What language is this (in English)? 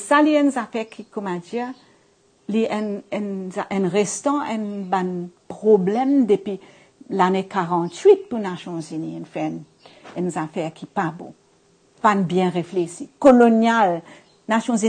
Morisyen